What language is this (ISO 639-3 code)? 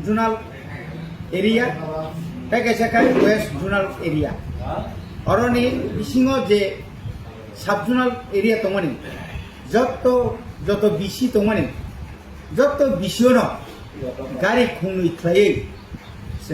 trp